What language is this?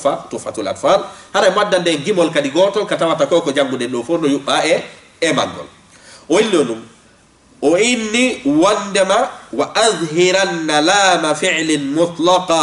Fula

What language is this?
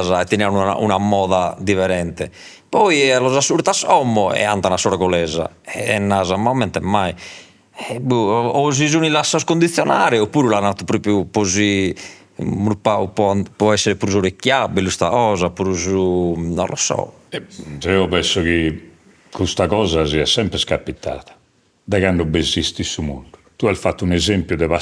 Sardinian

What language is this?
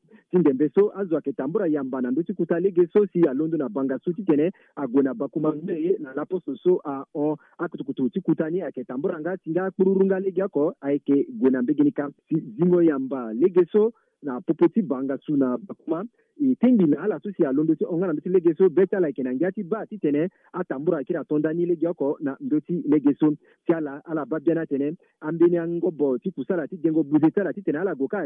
Sango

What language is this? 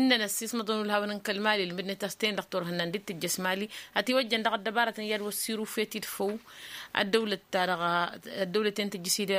Tamasheq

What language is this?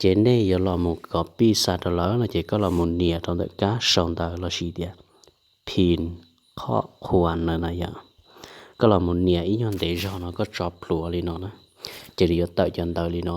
Hmong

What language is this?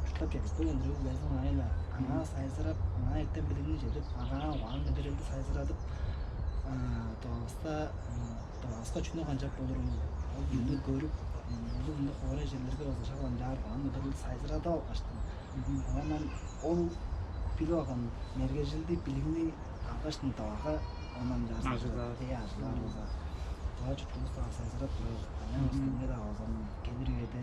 Tuvinian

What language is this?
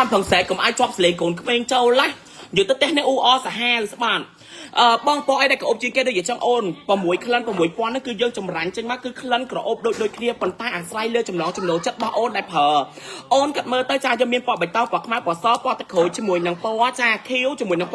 Khmer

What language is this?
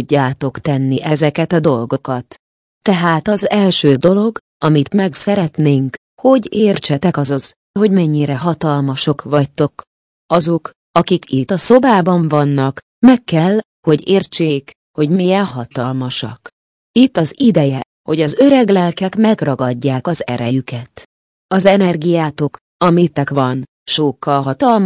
Hungarian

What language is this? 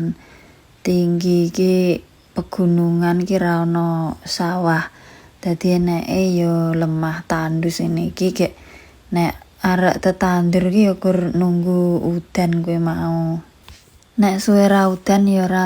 Javanese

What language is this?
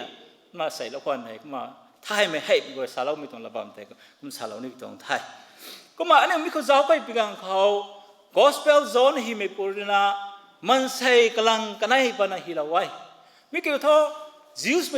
Rongmei Naga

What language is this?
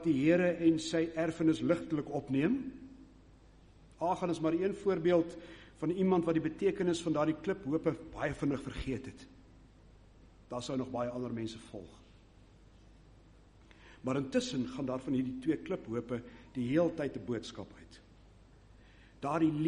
Afrikaans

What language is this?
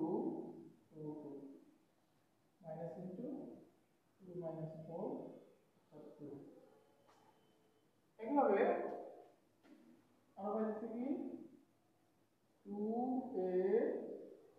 Bangla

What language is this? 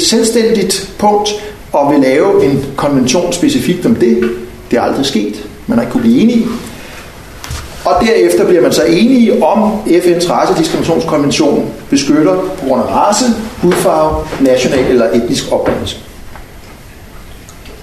Danish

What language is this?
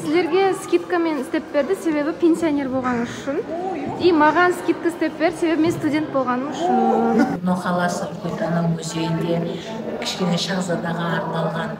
Kara-Kalpak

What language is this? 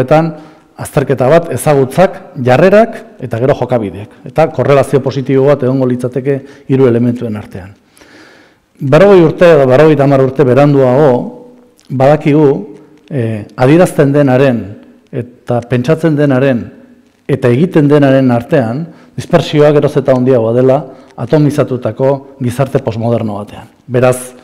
Basque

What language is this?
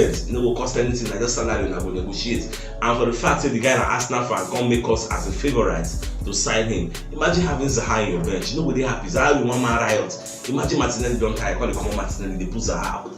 Nigerian Pidgin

